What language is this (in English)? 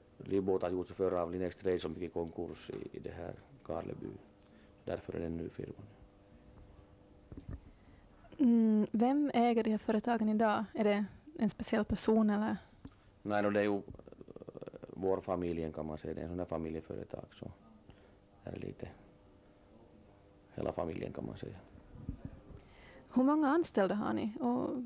Swedish